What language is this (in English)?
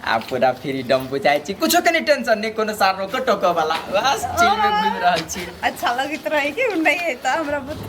Maithili